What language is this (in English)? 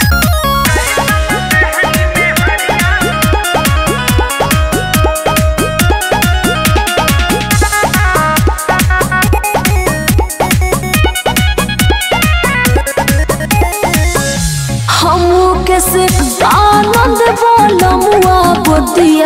Bhojpuri